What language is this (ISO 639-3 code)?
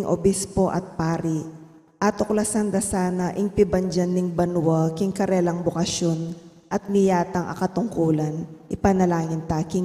pam